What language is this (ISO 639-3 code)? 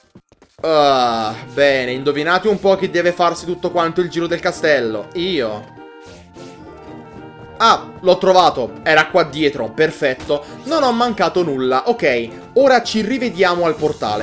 ita